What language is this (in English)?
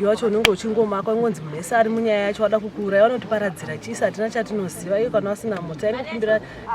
Shona